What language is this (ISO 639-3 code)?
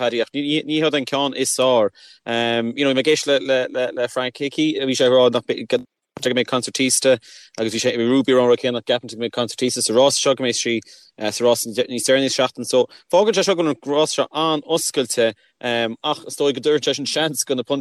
gle